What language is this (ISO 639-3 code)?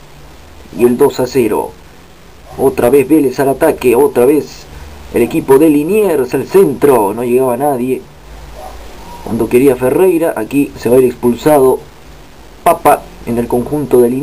spa